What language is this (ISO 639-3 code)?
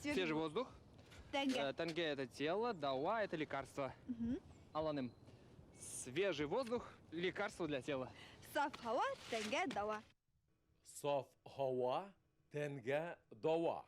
bak